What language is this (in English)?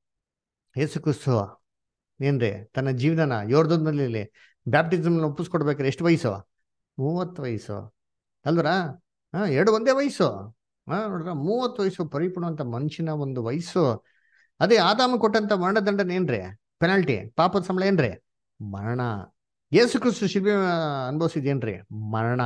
Kannada